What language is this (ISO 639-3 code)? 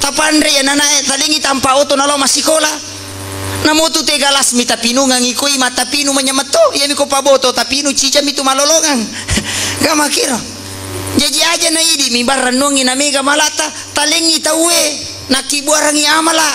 bug